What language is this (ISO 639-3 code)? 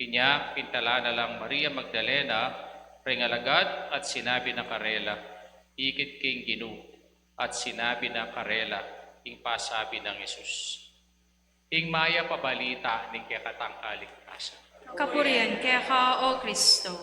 pam